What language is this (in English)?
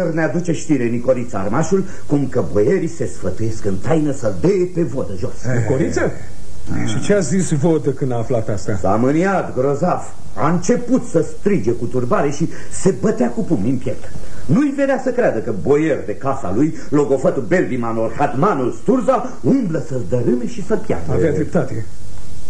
Romanian